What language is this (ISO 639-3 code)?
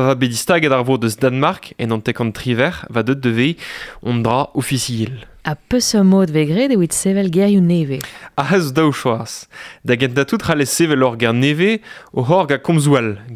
bre